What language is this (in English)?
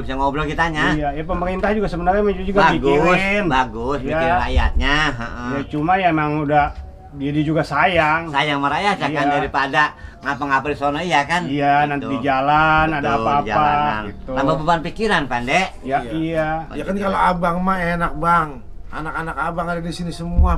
Betawi